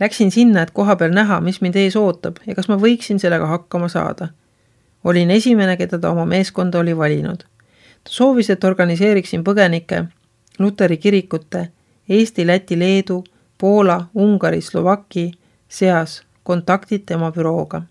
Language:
Estonian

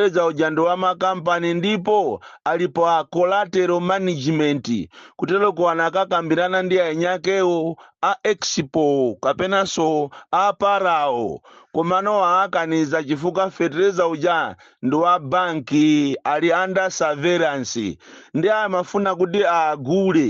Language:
Nyanja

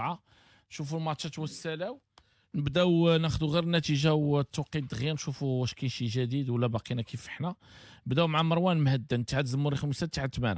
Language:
Moroccan Arabic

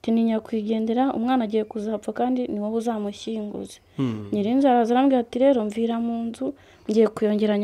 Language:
Kinyarwanda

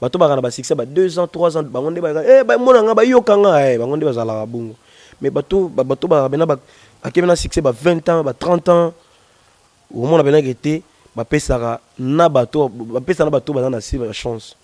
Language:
Lingala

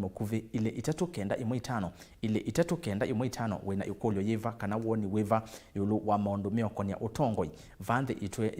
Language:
Kamba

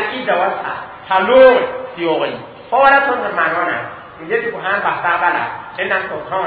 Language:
Mossi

